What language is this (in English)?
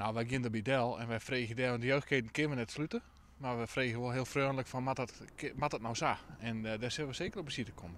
Western Frisian